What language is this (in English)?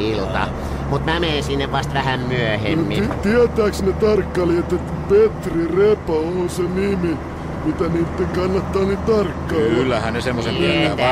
Finnish